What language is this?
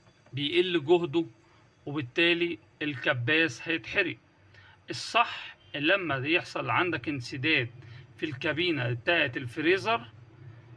Egyptian Arabic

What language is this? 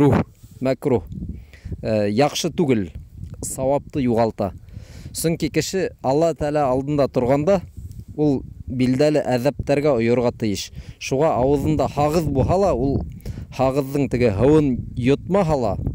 Bashkir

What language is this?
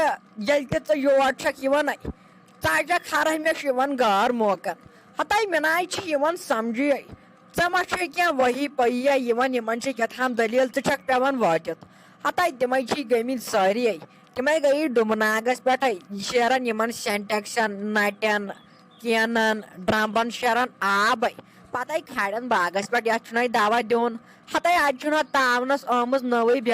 Kashmiri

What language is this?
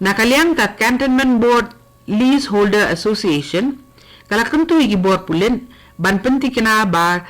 Khasi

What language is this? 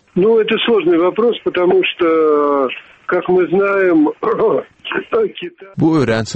Turkmen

